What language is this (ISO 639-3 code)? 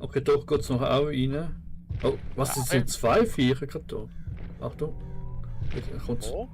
gsw